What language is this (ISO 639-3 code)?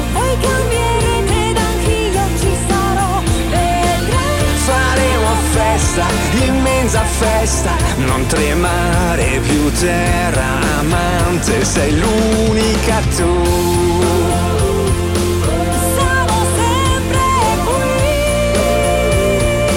ita